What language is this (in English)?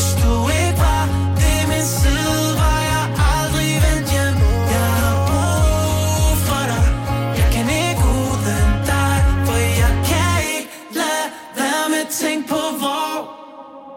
Danish